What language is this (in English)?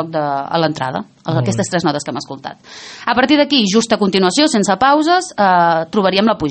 Catalan